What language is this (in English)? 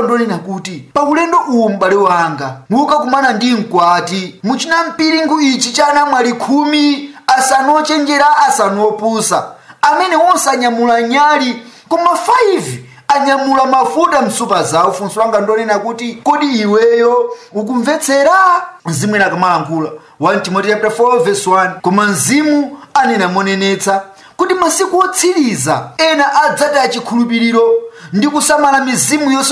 Nyanja